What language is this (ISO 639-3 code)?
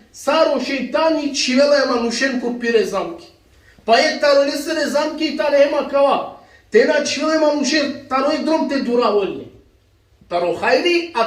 rmn